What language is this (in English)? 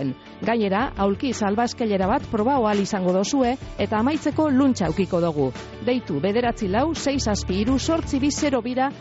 Basque